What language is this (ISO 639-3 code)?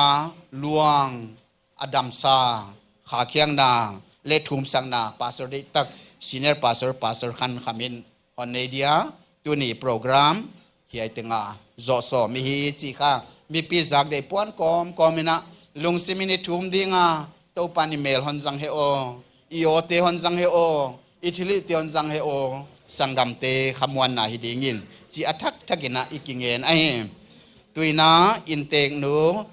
pck